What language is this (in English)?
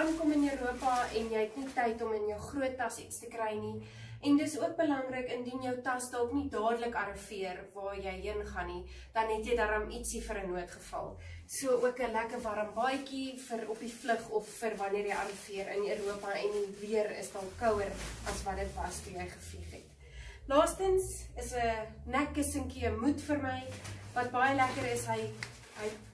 Afrikaans